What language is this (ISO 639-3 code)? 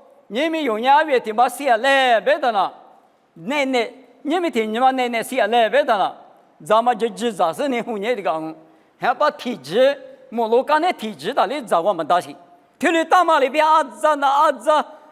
lis